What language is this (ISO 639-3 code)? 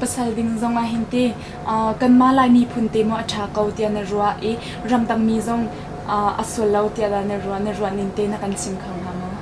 cnh